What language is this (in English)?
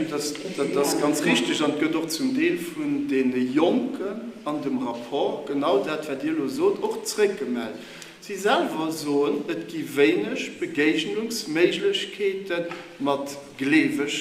Luxembourgish